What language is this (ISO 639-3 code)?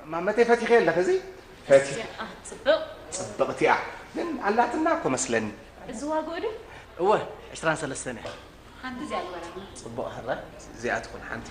tir